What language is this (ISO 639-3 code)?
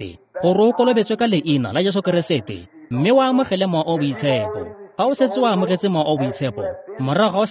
tsn